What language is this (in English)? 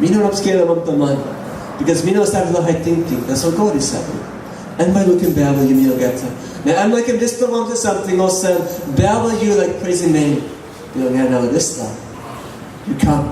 Tok Pisin